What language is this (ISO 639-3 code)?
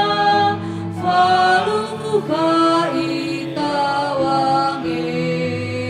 nia